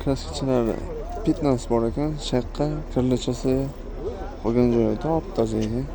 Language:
Uzbek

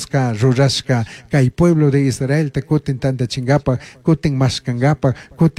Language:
Chimborazo Highland Quichua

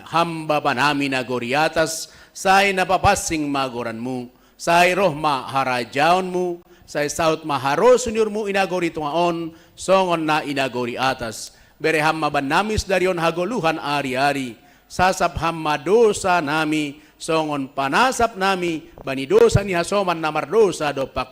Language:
Batak Simalungun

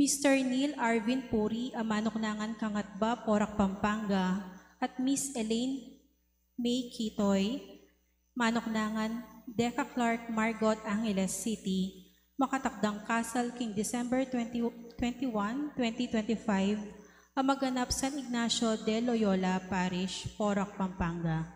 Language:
Pampanga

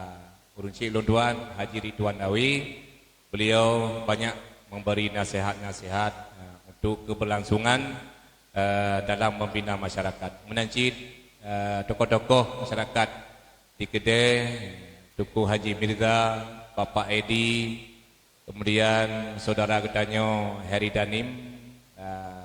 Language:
Achinese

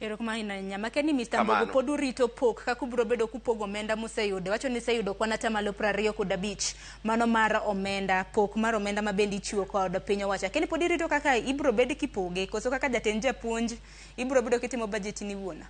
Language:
Luo (Kenya and Tanzania)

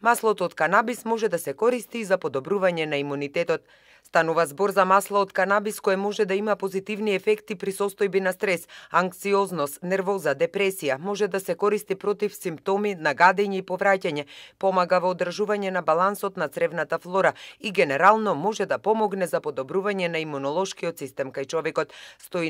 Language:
Macedonian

